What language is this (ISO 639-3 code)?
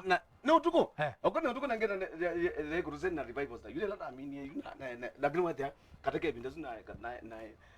kam